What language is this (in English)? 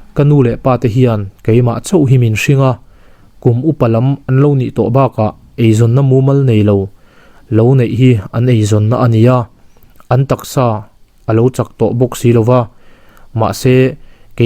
Mizo